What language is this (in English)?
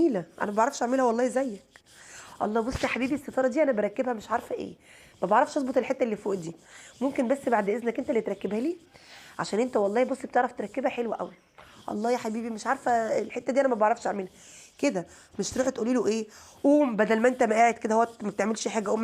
Egyptian Arabic